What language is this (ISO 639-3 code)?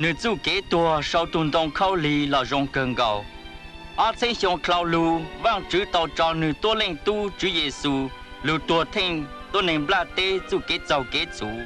hmn